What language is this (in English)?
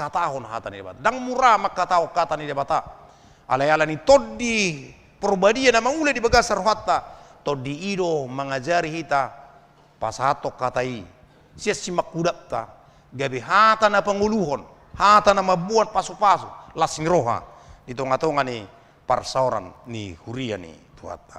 Batak Toba